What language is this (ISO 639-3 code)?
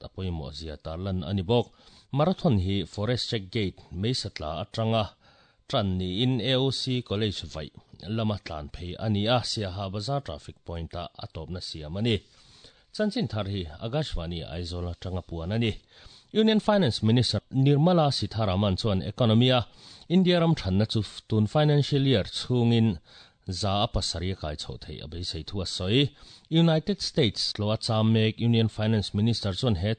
lus